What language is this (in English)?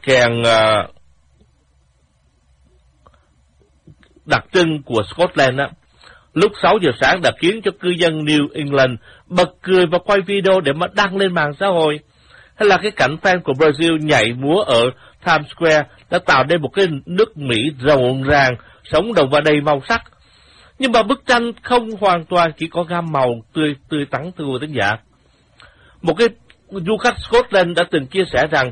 Vietnamese